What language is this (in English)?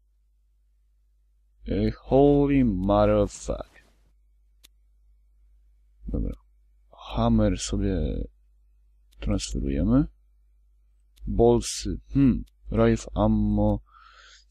Polish